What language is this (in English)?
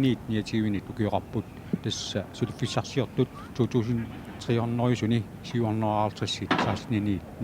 Kalaallisut